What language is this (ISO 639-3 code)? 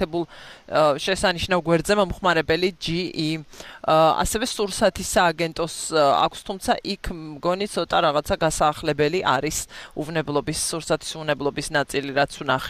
kat